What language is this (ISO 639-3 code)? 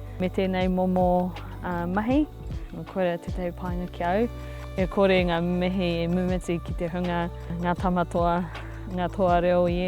mri